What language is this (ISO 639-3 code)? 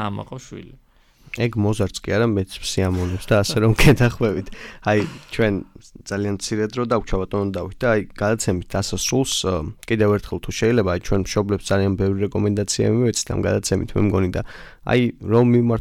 kat